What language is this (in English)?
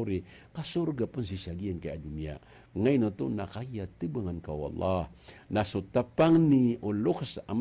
Maranao